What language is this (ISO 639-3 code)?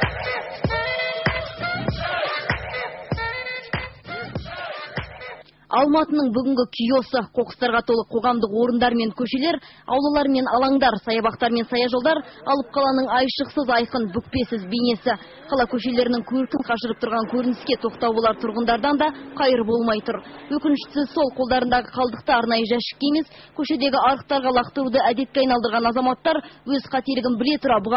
kaz